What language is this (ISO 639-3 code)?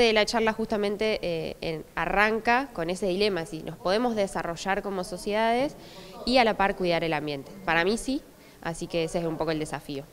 spa